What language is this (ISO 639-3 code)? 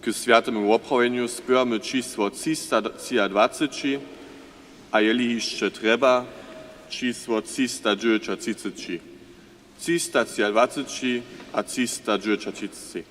hsb